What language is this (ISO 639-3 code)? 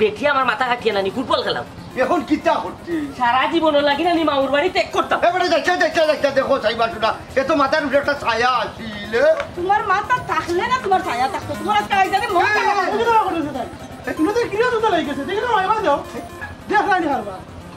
syl